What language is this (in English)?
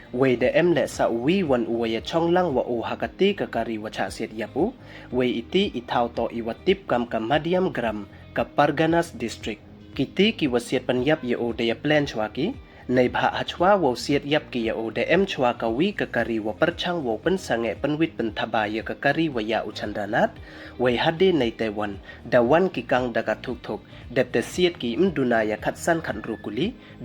Pnar